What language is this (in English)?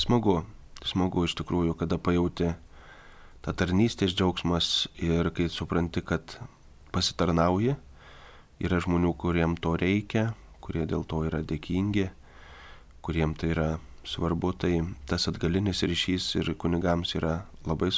Lithuanian